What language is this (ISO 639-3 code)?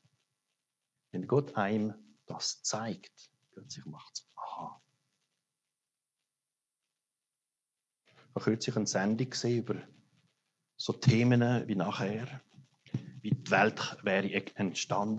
deu